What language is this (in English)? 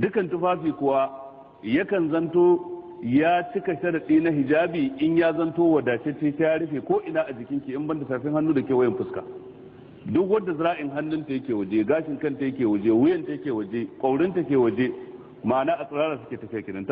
Hausa